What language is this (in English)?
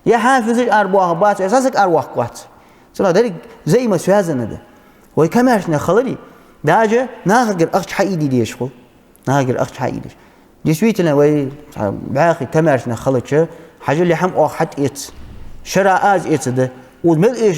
Ingush